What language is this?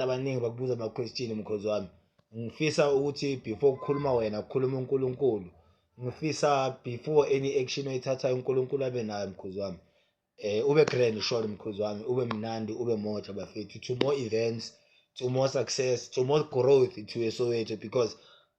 Zulu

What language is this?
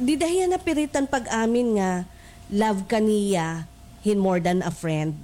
Waray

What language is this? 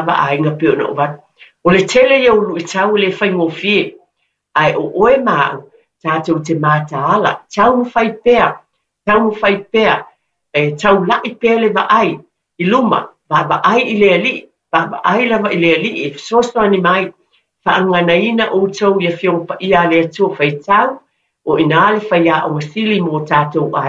Samoan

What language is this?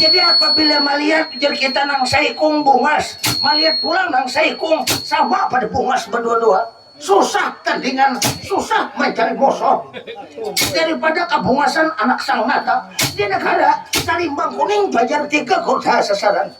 Banjar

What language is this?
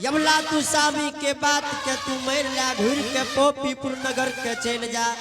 Angika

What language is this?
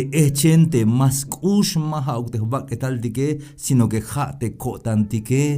Tzeltal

